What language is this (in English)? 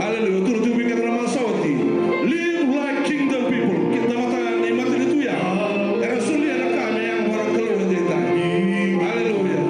Fijian